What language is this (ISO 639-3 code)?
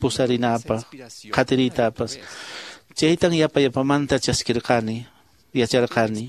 que